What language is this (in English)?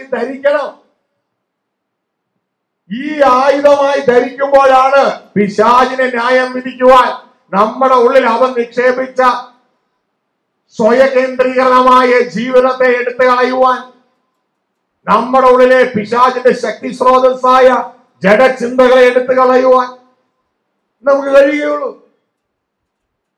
Malayalam